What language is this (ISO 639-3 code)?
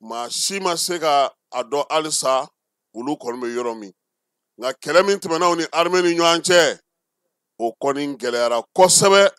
bam